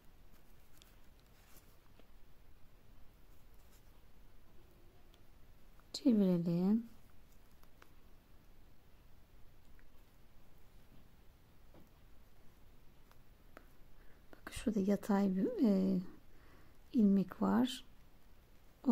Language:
Turkish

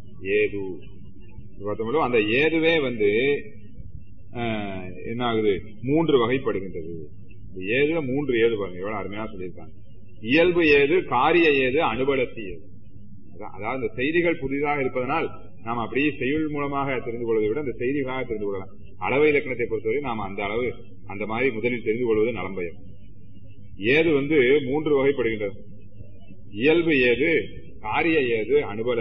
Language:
Tamil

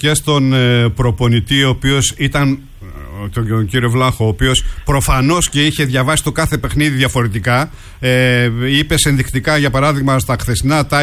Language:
Greek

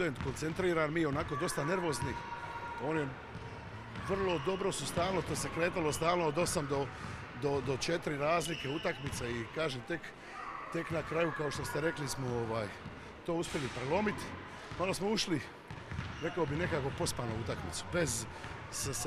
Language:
Croatian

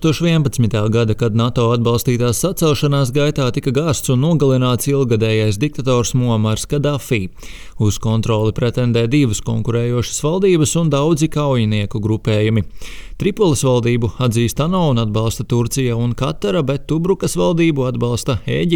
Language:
Latvian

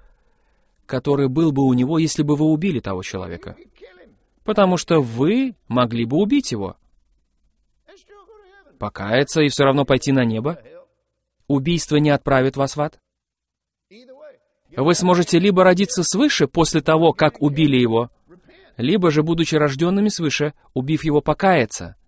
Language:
Russian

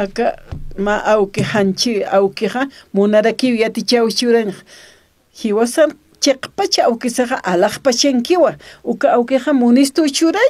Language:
Aymara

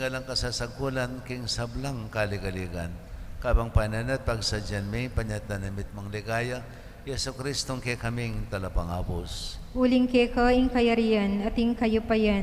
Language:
Pampanga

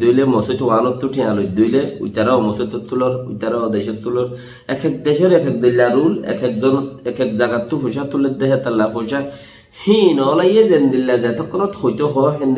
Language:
Rohingya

